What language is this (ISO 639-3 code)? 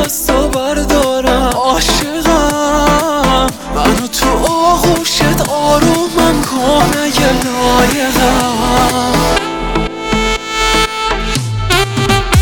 fas